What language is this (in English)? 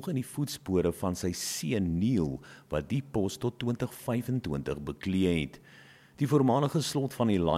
Afrikaans